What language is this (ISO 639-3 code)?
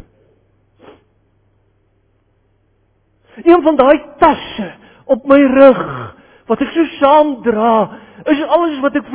afr